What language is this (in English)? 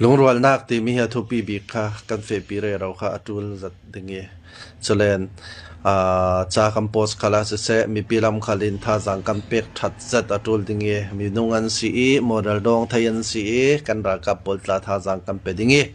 Falam Chin